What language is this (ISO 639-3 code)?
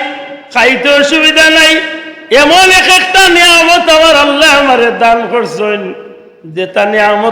syl